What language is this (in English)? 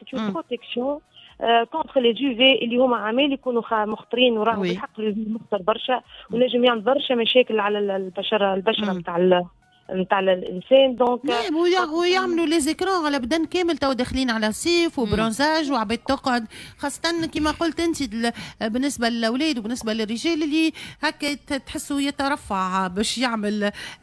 Tunisian Arabic